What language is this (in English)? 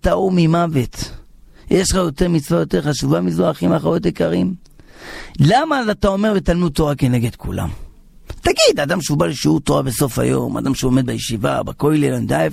Hebrew